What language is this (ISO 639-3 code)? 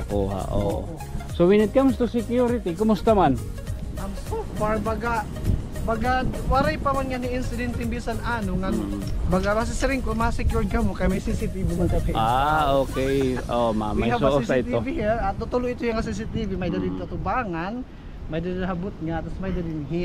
war